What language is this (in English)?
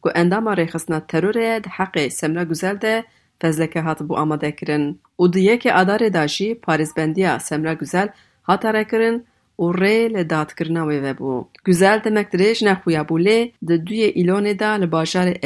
Kurdish